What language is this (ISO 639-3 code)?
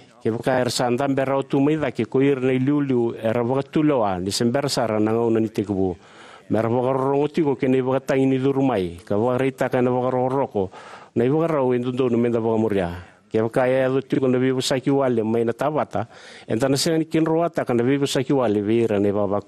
fij